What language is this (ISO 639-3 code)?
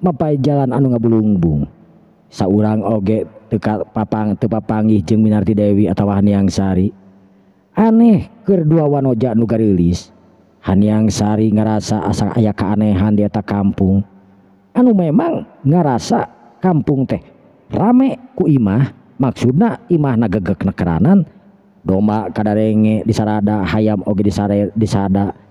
sun